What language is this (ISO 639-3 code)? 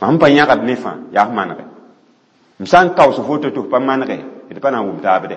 mos